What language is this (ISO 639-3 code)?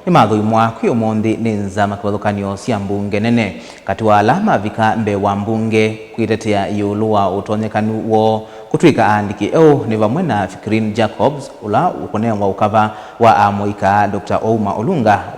kam